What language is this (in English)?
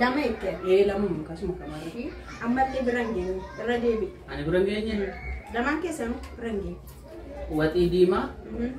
Oromo